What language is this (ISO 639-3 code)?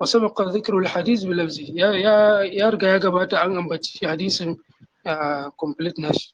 hau